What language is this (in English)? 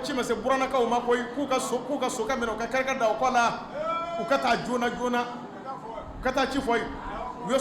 Bambara